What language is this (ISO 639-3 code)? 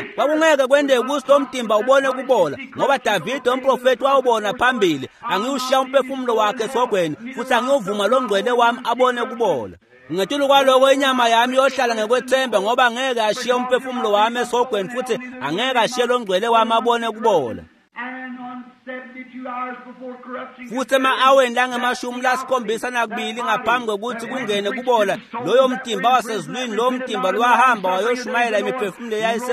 ssw